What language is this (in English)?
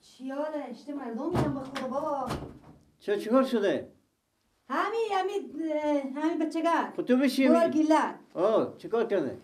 Persian